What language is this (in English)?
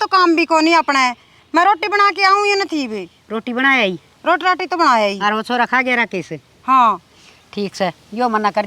Haryanvi